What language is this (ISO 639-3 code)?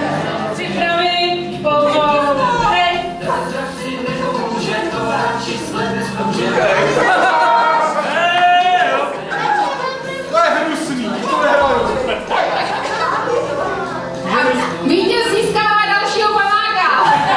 ces